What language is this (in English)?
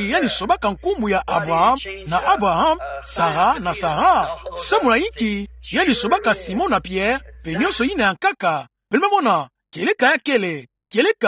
Kituba (Democratic Republic of Congo)